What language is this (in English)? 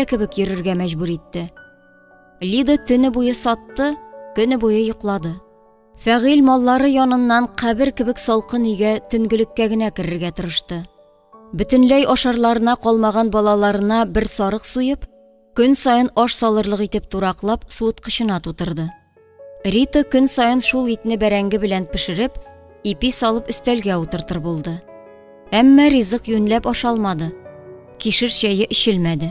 Tatar